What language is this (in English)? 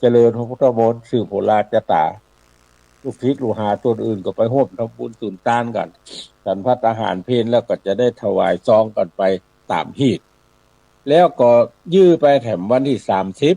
Northern Thai